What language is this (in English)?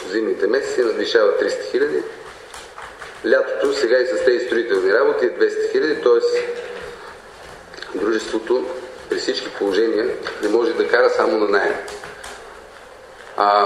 Bulgarian